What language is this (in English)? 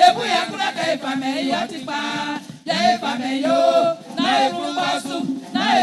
Baoulé